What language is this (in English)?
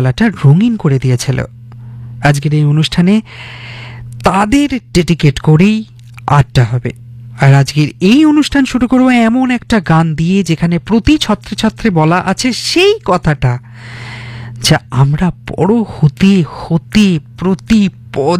Bangla